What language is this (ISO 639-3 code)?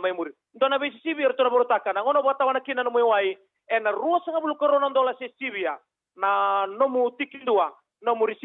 fij